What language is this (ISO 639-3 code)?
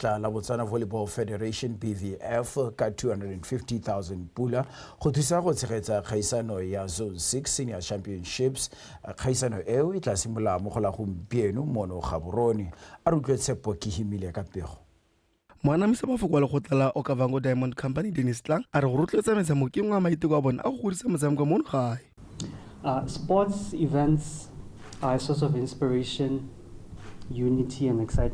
tsn